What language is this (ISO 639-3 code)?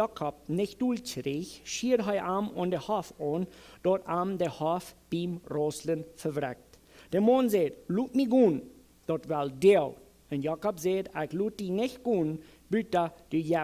pdt